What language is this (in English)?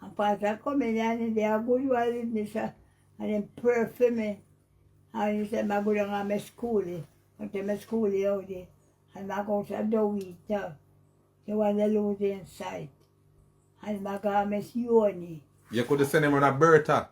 Jamaican Creole English